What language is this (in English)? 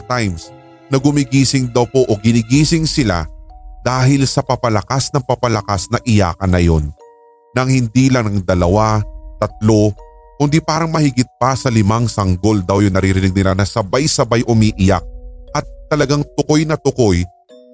Filipino